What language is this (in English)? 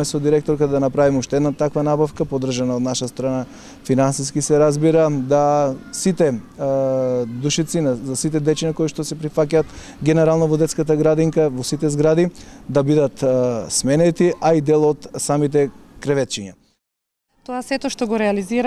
Macedonian